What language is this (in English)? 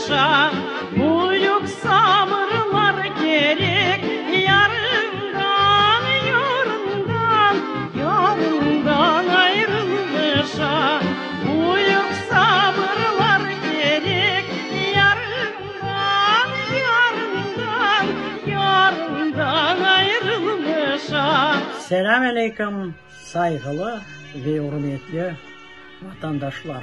Crimean Tatar